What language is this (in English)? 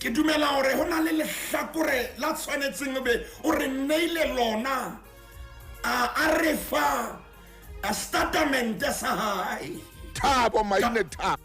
Southern Sotho